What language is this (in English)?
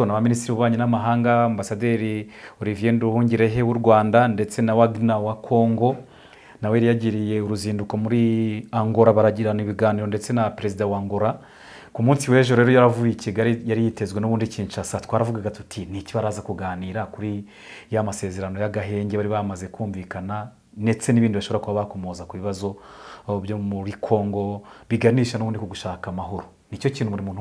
Kinyarwanda